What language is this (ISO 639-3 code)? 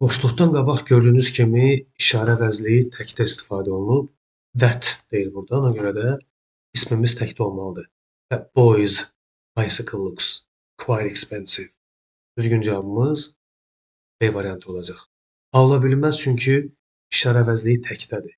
aze